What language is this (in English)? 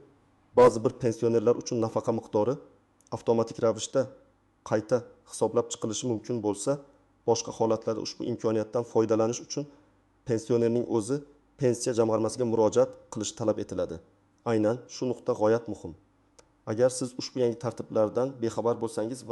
Uzbek